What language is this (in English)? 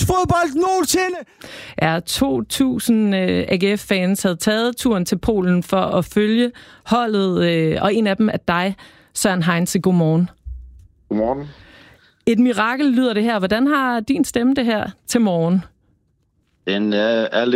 Danish